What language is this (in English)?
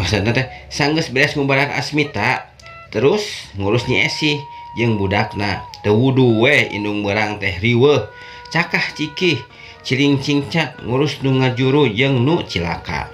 Sundanese